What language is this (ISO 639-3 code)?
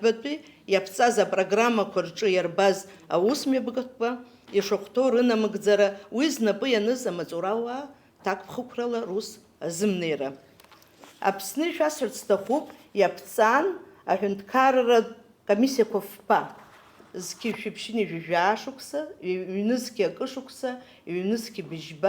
abk